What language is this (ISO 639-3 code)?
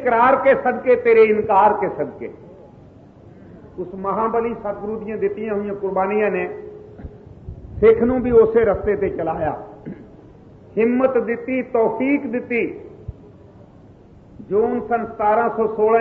pan